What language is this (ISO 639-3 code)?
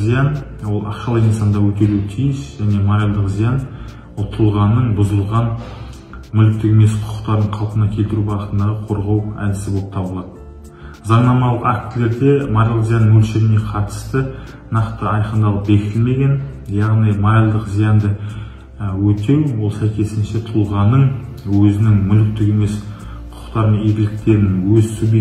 kaz